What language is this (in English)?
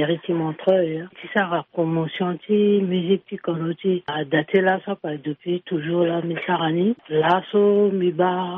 Sango